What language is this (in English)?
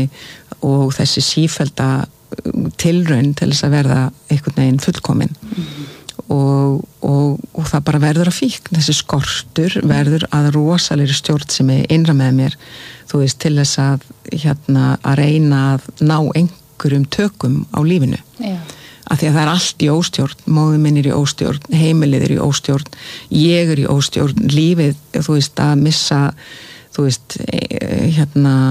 Icelandic